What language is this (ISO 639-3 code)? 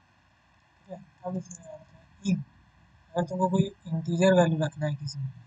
hin